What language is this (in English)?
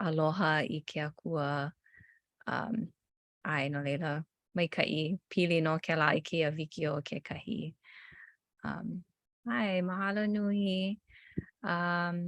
Hawaiian